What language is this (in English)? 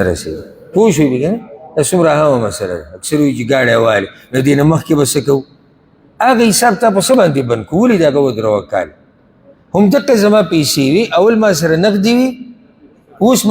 Pashto